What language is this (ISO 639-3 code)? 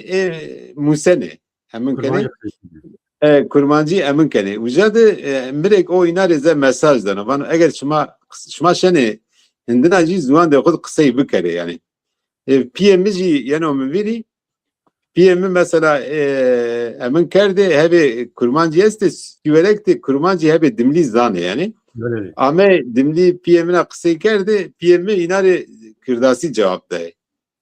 zza